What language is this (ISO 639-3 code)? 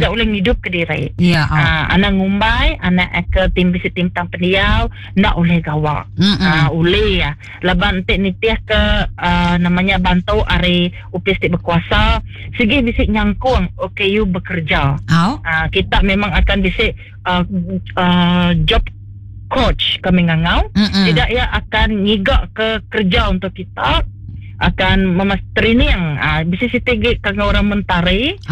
iba